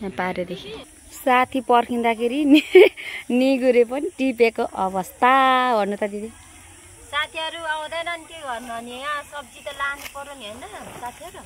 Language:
Nepali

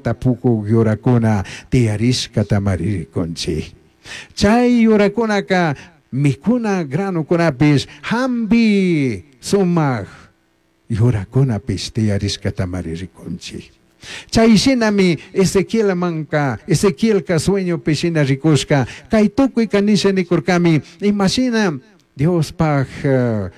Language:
Chimborazo Highland Quichua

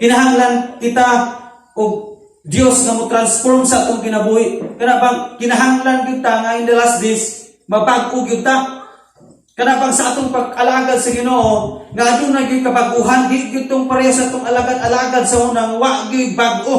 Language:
Cebuano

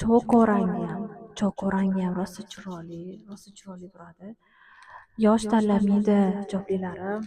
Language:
Uzbek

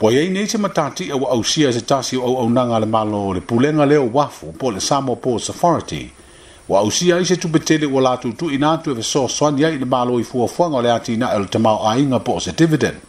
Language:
Samoan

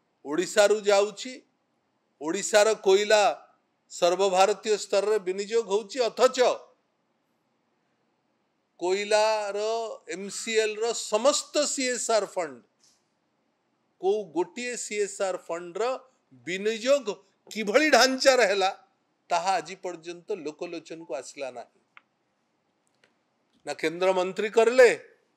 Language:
Odia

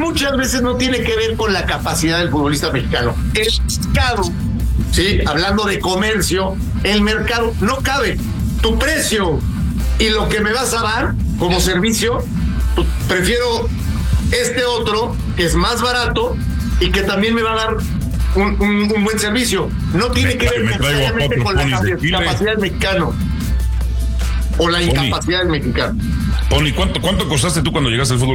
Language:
Spanish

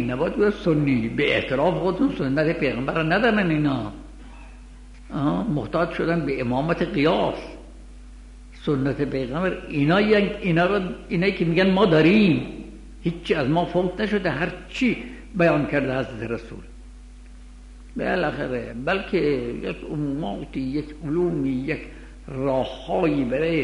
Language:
Persian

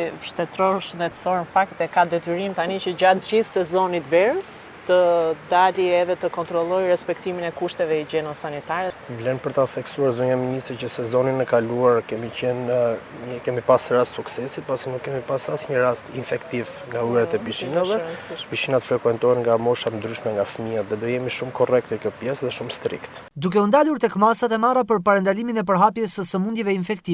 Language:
Albanian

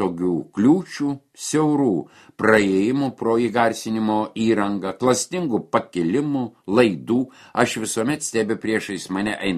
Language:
Lithuanian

